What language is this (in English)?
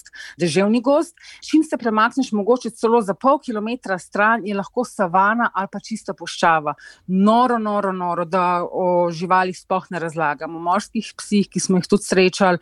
Slovenian